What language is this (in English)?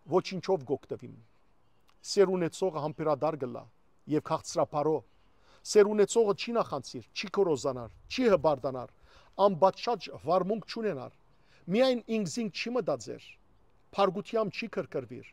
Western Armenian